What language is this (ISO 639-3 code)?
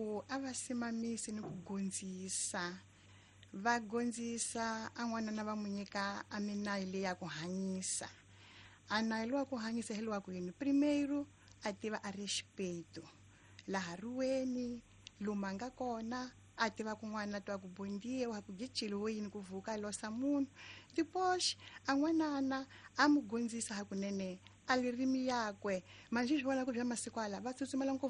tso